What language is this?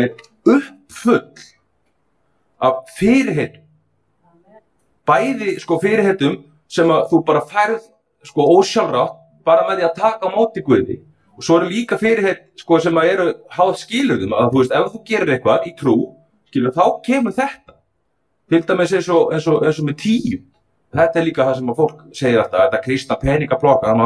Icelandic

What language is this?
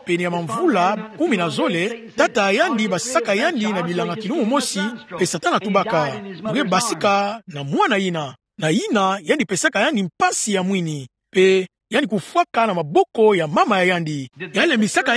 Kituba (Democratic Republic of Congo)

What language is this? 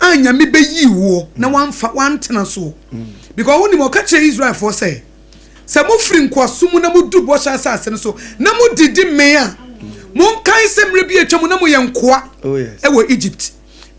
Akan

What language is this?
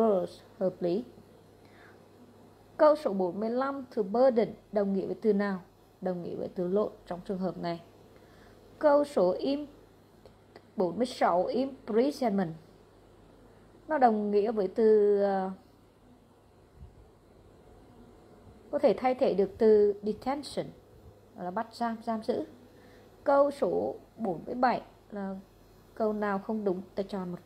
Vietnamese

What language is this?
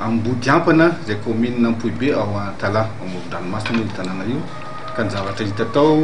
Malagasy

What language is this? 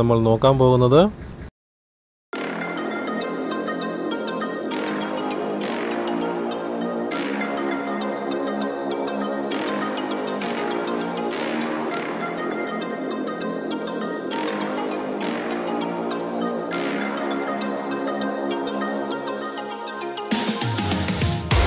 Malayalam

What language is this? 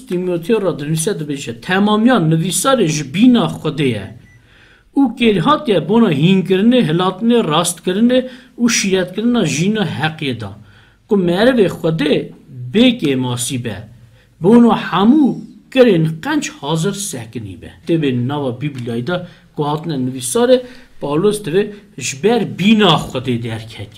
Kurdish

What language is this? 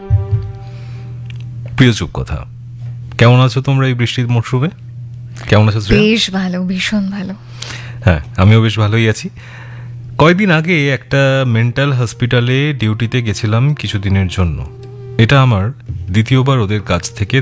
Bangla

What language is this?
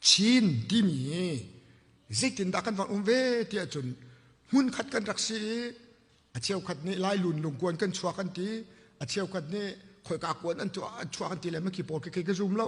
Hakha Chin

